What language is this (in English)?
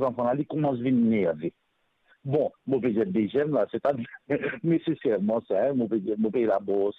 Morisyen